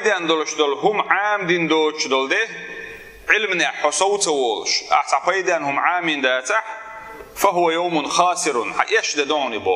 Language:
Chechen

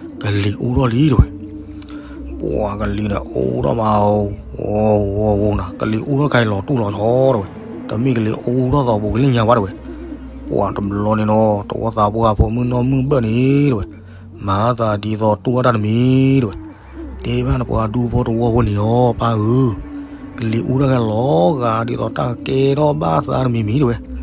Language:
S'gaw Karen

